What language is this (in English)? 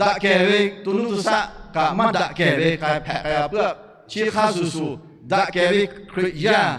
Lahu